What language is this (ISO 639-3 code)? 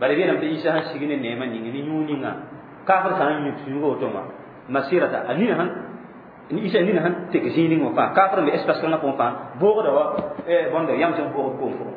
mos